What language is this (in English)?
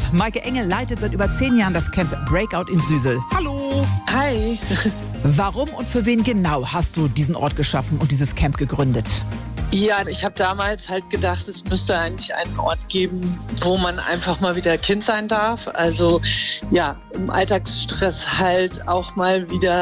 German